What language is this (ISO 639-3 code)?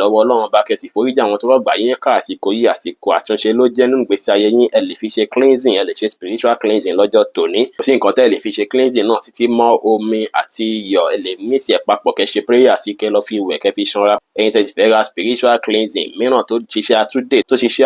yor